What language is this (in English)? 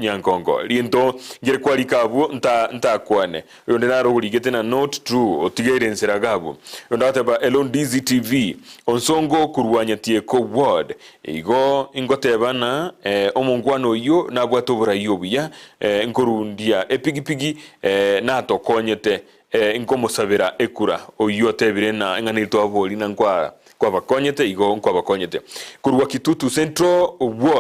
Gusii